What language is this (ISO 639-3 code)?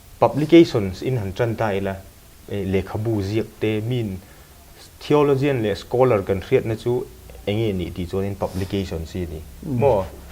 lus